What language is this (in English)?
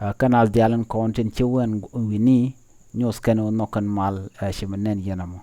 Nuer